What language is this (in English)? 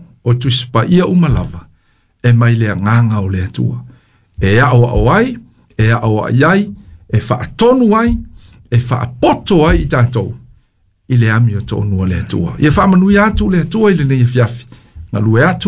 Samoan